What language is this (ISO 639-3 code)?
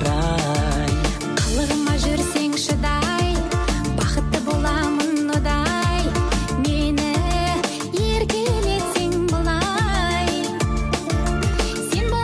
kaz